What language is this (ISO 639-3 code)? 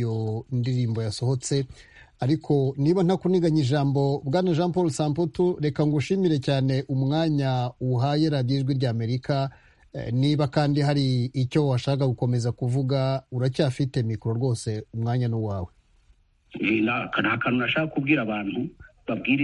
kin